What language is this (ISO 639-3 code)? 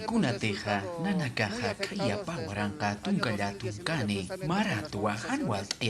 aym